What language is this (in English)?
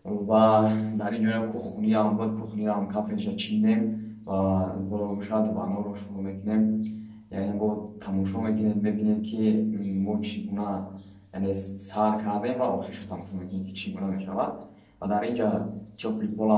Tajik